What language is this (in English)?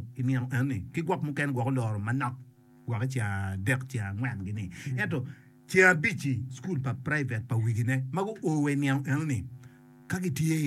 Acoli